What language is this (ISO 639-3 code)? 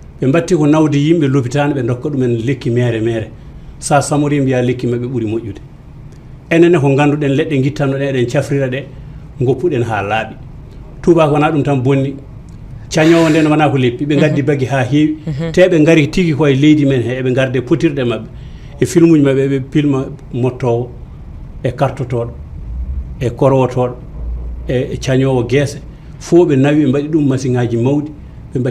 ful